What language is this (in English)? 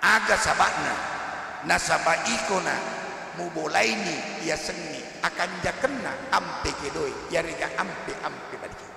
Buginese